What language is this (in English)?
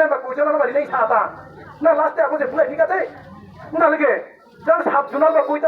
Riang (India)